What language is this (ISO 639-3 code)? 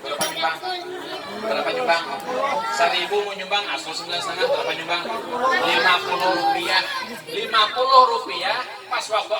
bjn